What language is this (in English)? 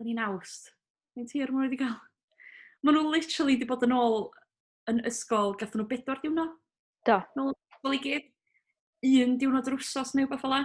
Welsh